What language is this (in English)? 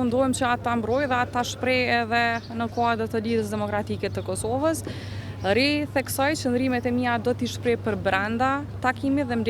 Albanian